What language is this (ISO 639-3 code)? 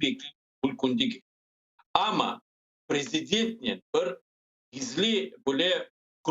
crh